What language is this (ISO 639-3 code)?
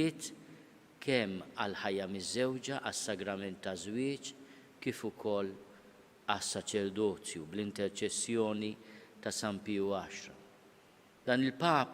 mlt